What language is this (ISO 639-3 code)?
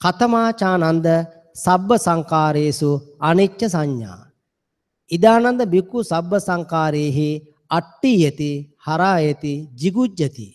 sin